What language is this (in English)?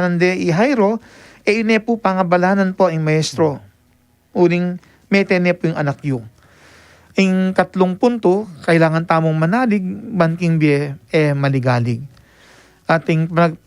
Pampanga